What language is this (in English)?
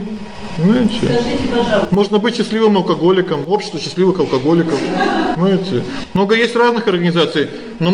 Russian